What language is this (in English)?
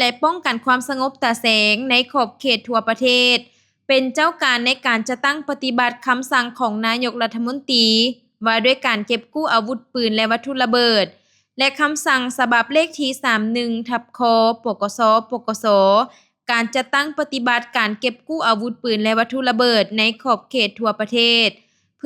Lao